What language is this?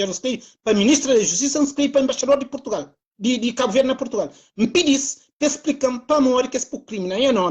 Kabuverdianu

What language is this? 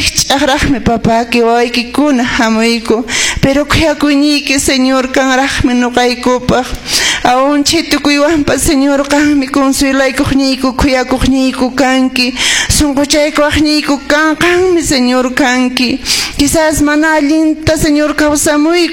Quechua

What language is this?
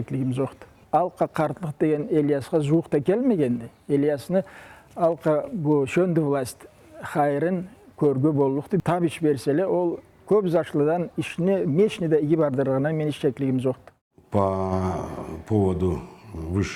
Karachay-Balkar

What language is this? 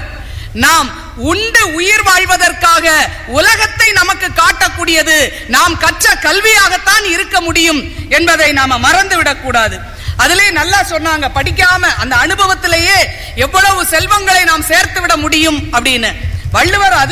Tamil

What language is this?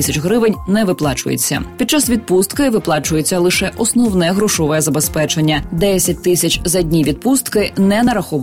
Ukrainian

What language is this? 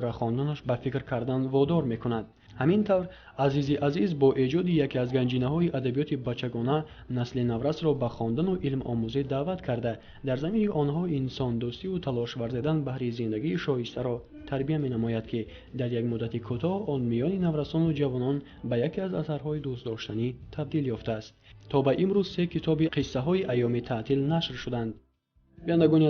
Tajik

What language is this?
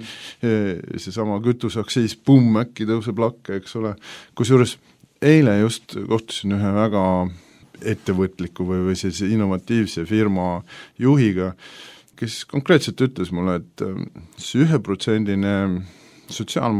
Estonian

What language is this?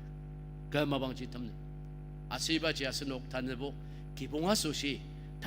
Ao Naga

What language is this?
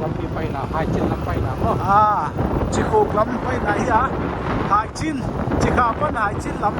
Paite Chin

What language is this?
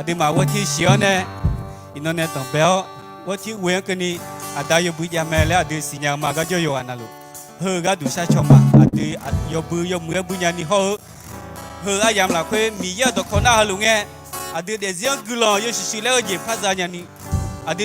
Akha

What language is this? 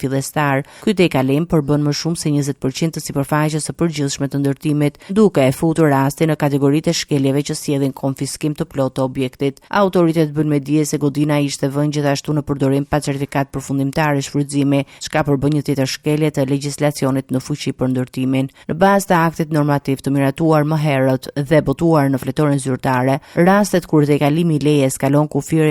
Albanian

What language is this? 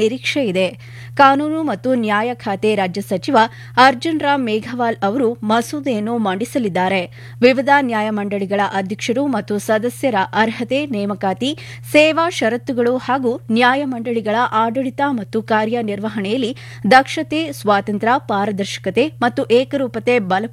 Kannada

